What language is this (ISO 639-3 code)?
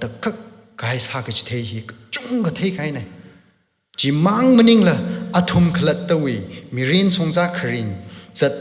nmf